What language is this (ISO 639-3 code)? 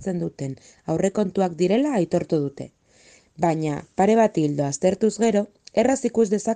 eus